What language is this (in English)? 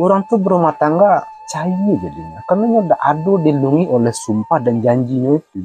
Minangkabau